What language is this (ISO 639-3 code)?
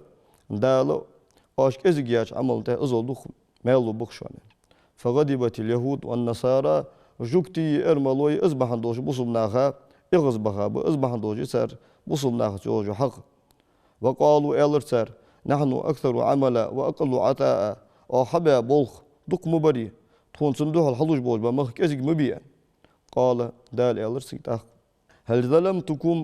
inh